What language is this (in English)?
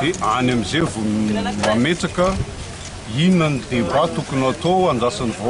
Malagasy